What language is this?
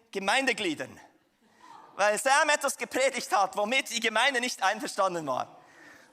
Swiss German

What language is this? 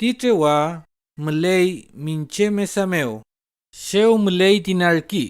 Mapuche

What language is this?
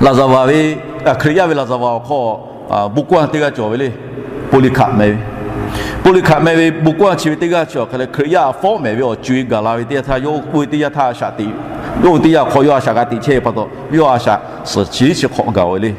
Lahu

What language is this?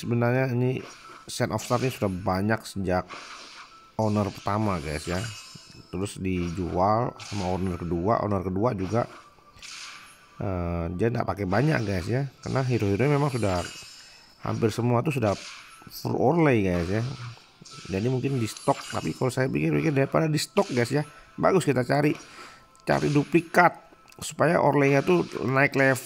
Indonesian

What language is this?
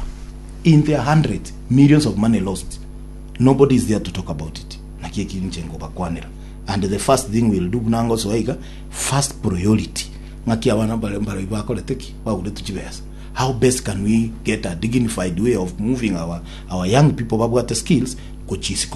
Gusii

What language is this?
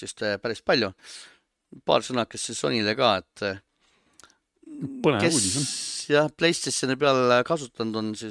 Estonian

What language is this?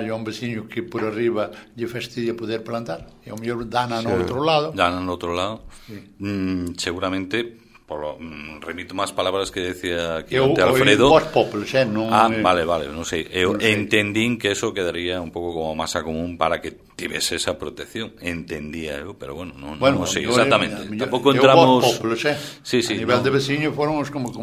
Galician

